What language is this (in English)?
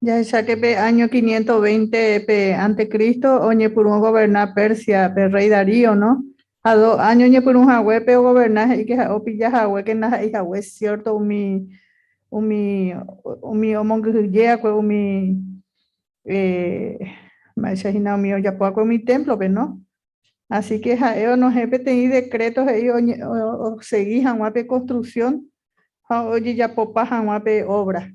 Guarani